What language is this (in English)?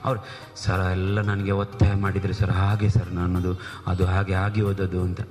Kannada